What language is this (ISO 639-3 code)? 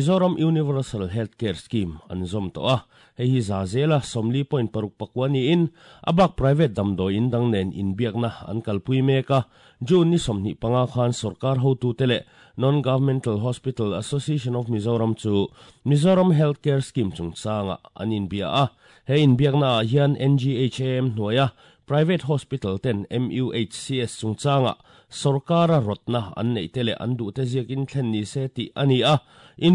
lus